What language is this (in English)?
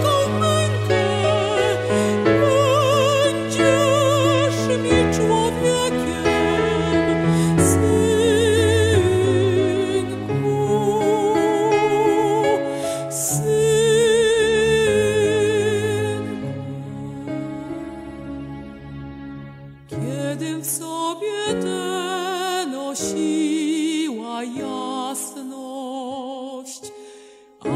Polish